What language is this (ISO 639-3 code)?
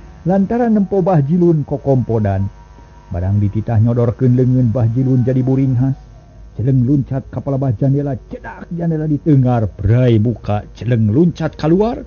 sun